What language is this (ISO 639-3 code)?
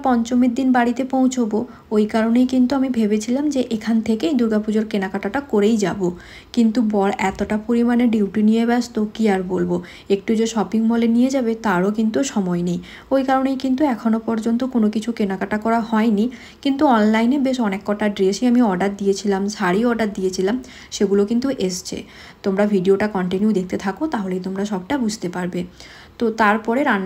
ben